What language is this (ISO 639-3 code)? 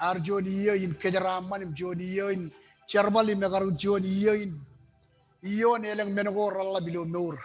mah